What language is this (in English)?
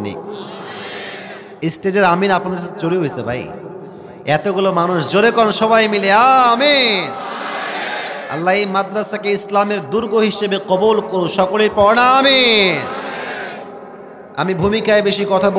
Bangla